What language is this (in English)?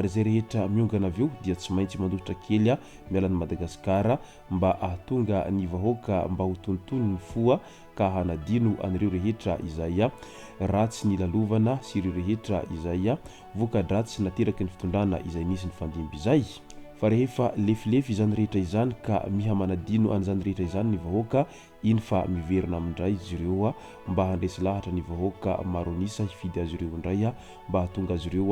Malagasy